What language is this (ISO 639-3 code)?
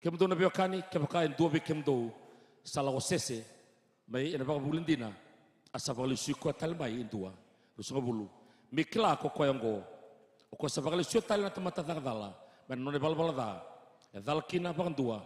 fij